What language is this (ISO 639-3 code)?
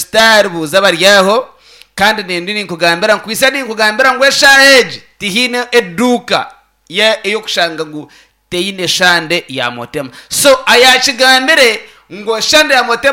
nyn